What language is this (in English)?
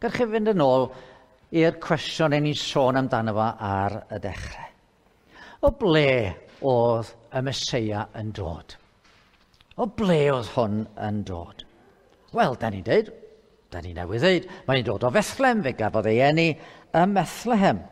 Welsh